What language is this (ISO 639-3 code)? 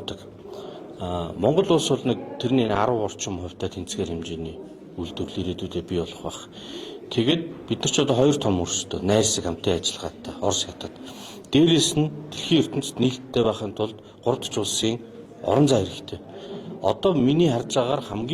mon